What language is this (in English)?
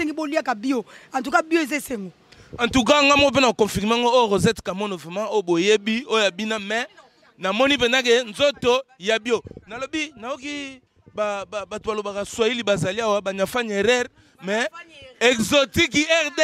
Lingala